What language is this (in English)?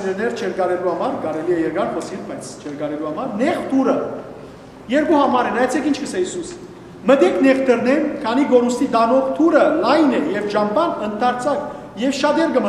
Western Armenian